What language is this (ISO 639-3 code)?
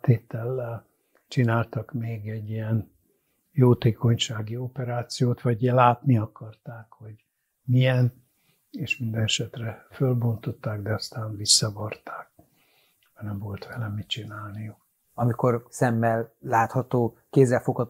hun